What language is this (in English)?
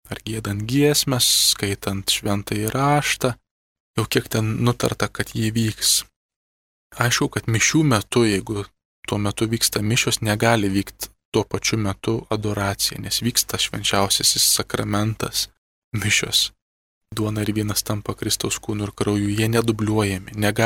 Lithuanian